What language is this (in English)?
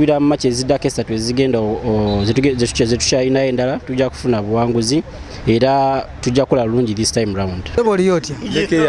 Ganda